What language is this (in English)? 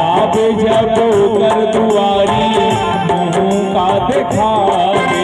Chhattisgarhi